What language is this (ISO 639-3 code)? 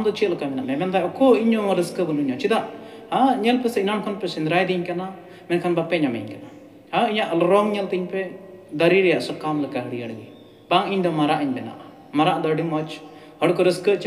sat